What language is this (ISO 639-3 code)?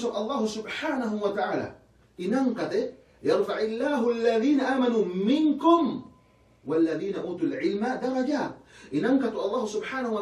yka